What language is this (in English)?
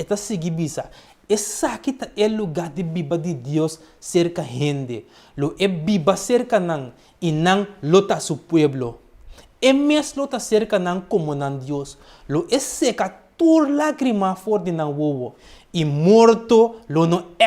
Papiamento